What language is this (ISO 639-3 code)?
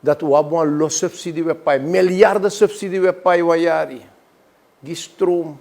srn